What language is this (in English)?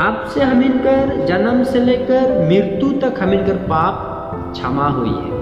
Sadri